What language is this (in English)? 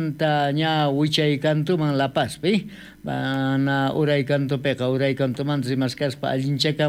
South Bolivian Quechua